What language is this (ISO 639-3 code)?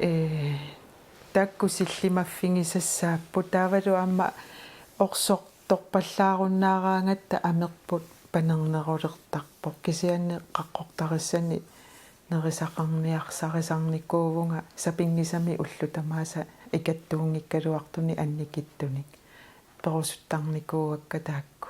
kal